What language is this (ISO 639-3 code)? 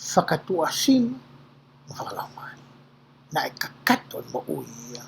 ton